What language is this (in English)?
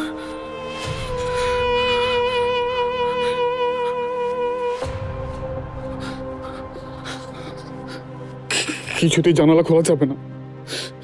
Bangla